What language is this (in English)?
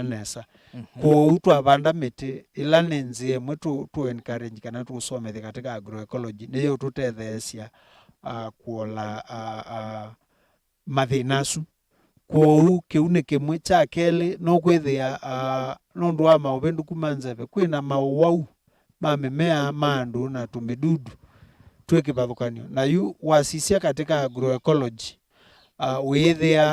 Kamba